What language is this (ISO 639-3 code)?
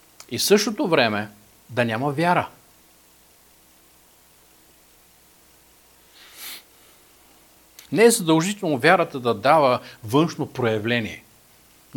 bul